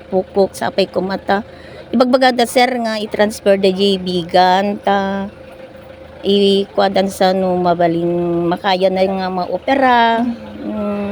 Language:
Iloko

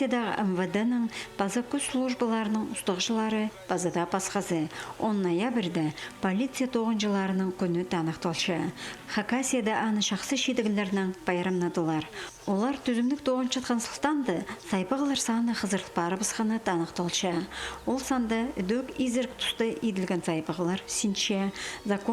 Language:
Khakas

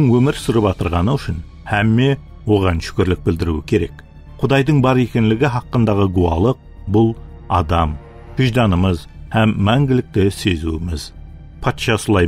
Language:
Kara-Kalpak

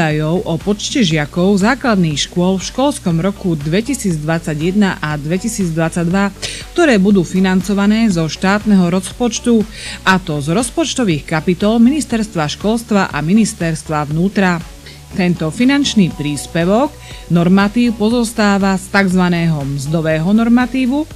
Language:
Slovak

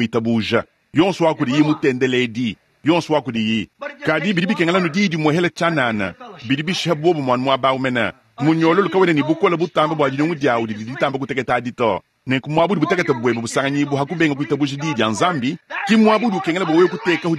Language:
Luba-Lulua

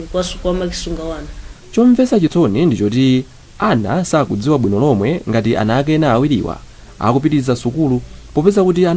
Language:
Nyanja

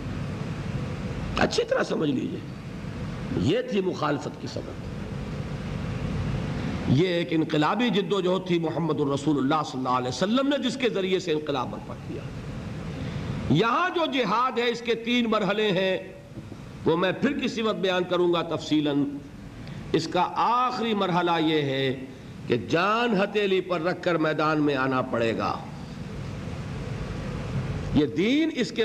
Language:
Urdu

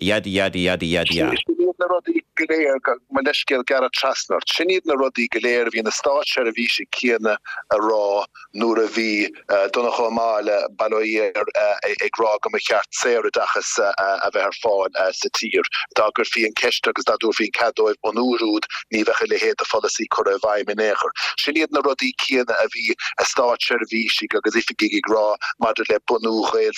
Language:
Irish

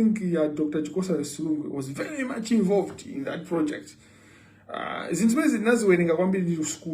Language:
Nyanja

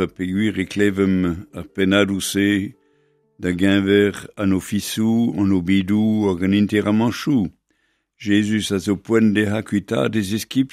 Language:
Breton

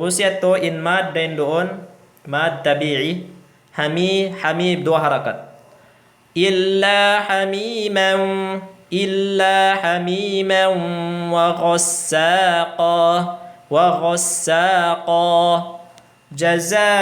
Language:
Tausug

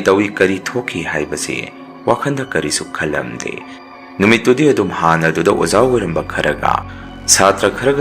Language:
Manipuri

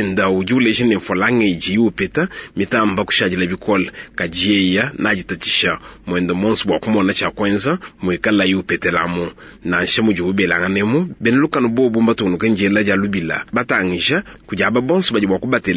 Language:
Luba-Lulua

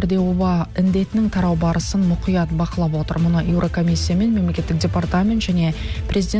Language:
Kazakh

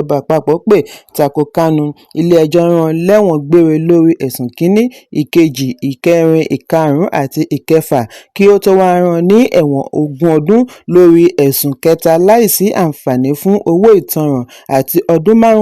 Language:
Yoruba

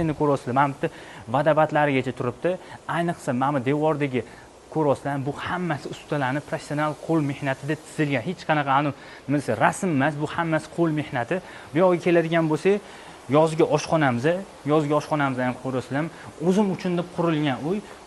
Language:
Uzbek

